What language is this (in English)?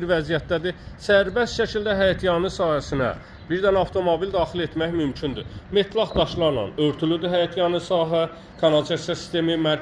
Azerbaijani